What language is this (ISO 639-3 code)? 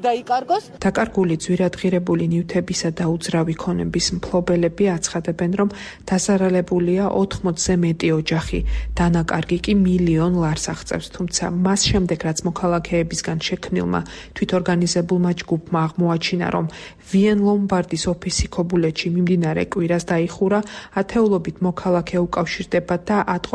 kat